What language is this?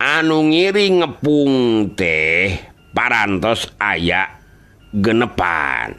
Sundanese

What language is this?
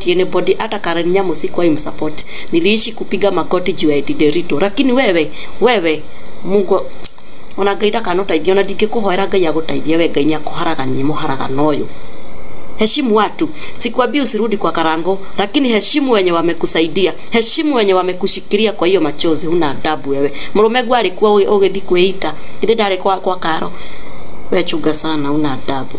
Kikuyu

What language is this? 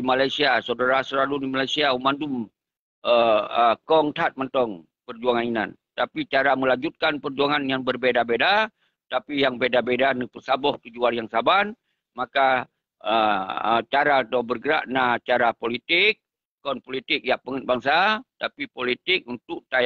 Achinese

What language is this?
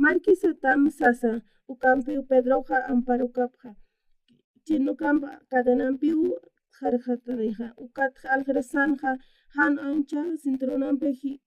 Aymara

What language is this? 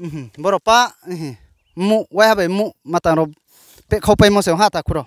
Riang (India)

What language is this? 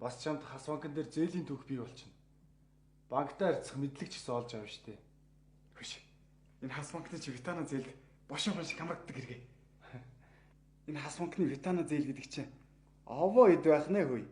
Mongolian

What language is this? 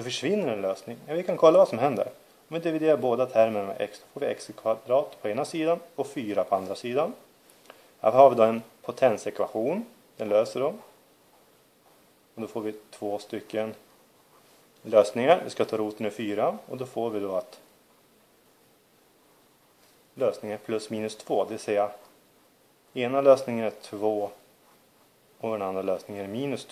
Swedish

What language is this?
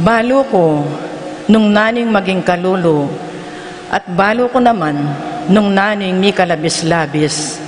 Pampanga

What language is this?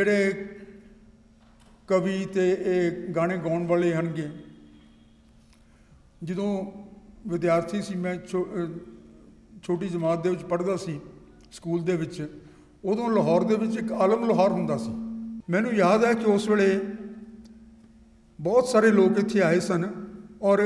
Punjabi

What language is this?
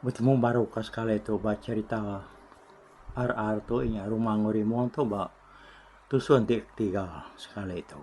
Iban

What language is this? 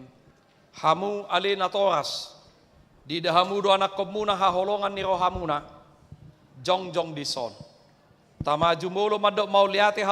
Batak Toba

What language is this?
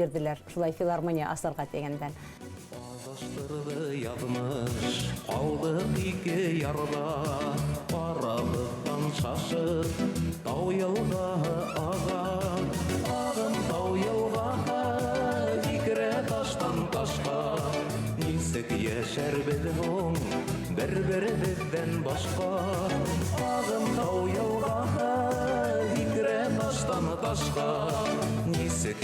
Bashkir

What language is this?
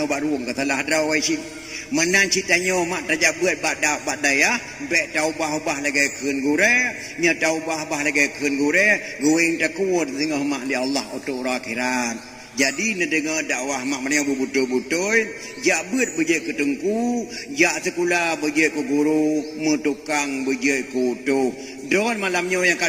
Achinese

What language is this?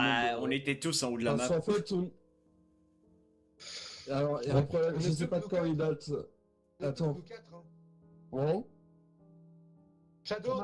French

